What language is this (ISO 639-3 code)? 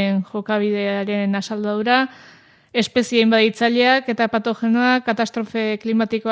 eus